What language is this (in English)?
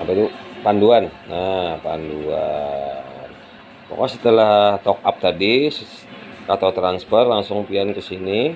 Banjar